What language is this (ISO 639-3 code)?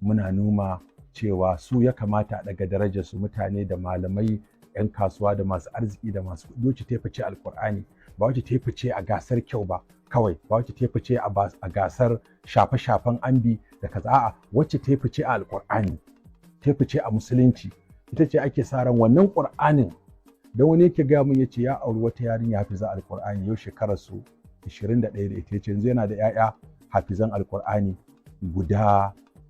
hau